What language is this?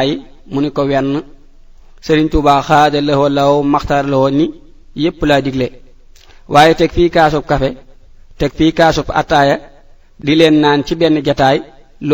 Wolof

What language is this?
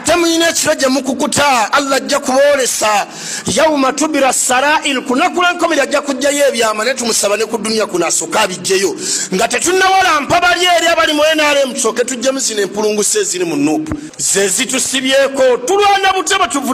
Ganda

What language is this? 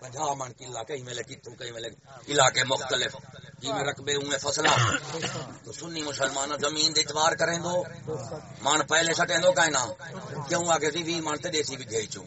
Saraiki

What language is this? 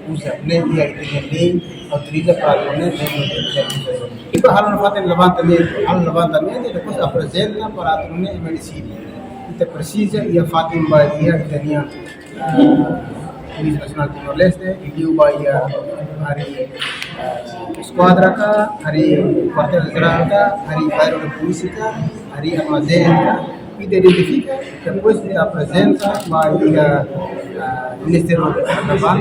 Tetum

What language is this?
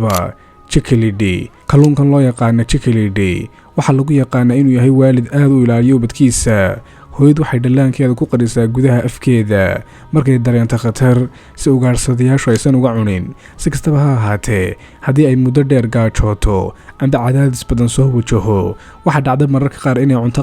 Somali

